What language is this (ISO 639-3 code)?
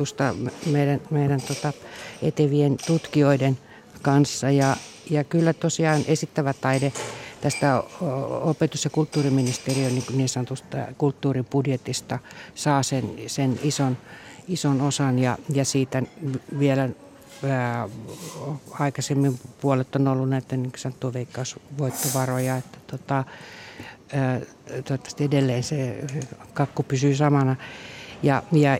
fin